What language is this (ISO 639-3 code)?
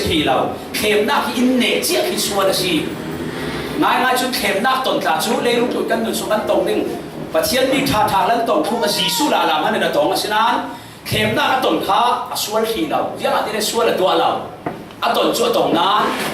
cfm